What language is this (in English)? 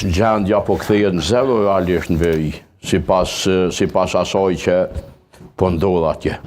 Albanian